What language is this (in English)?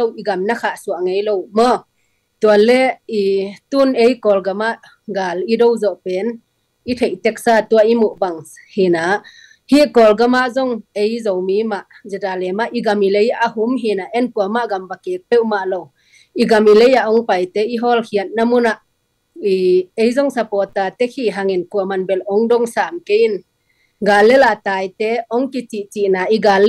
Tedim Chin